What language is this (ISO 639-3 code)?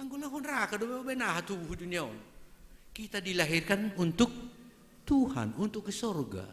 bts